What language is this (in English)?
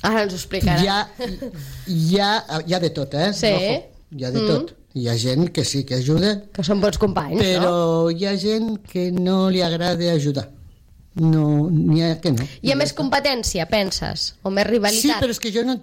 Catalan